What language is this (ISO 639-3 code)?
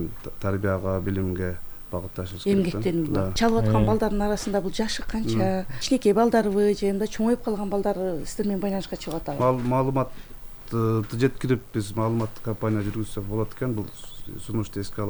kir